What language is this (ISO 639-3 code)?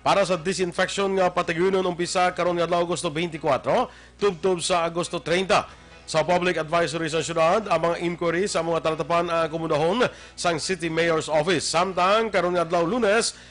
hil